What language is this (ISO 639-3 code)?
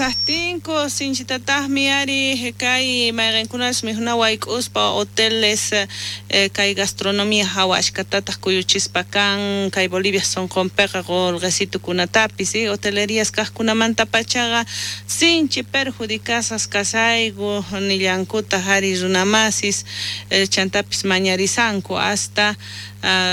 quh